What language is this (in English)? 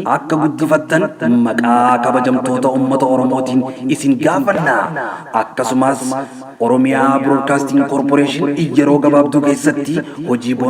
Oromo